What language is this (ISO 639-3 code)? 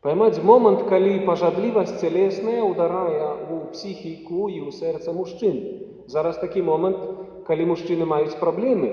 bel